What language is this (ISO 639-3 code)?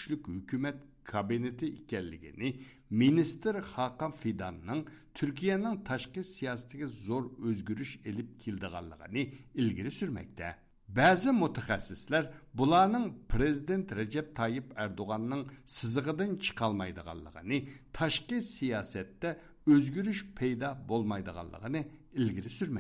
uig